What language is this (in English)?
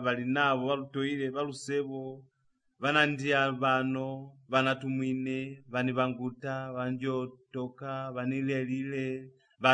Lozi